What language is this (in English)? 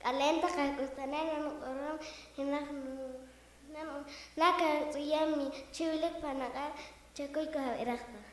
Poqomchi'